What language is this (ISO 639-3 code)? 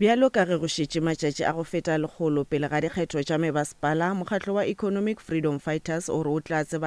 nso